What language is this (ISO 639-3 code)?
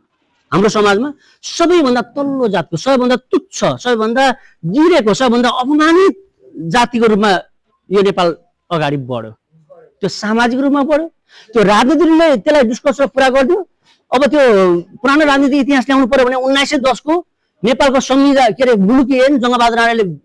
nep